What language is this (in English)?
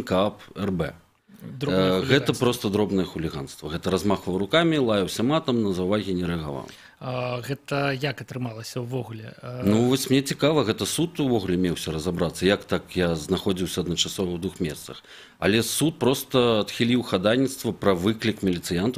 Belarusian